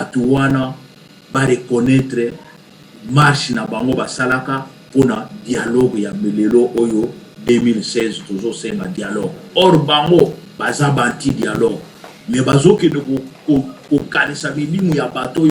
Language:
Lingala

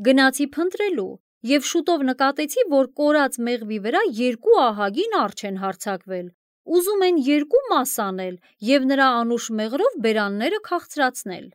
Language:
Armenian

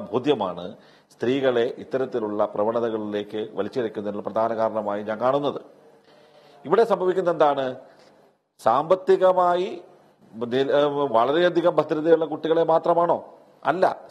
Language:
Malayalam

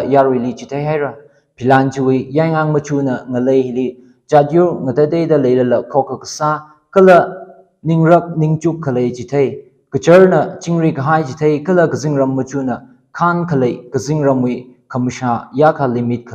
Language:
Tangkhul Naga (India)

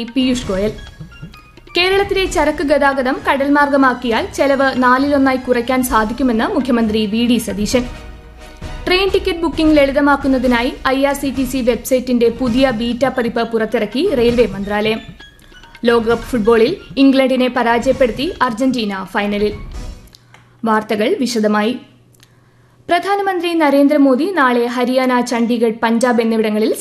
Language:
Malayalam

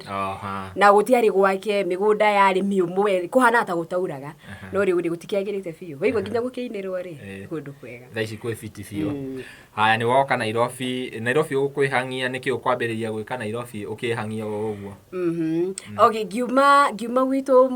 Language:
Kikuyu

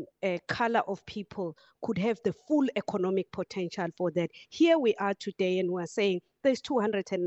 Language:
English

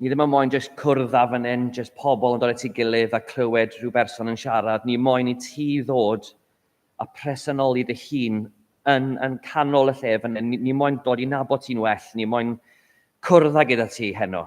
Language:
Welsh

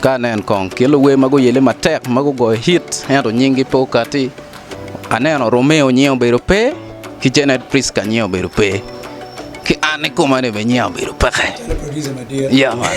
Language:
Acoli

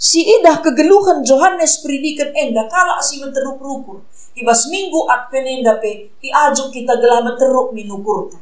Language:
Batak Karo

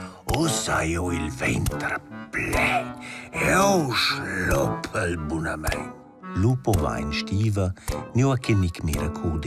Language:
Romansh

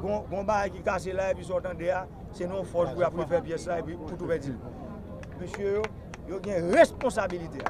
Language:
Haitian Creole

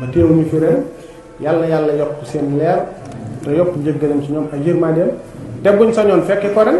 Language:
Wolof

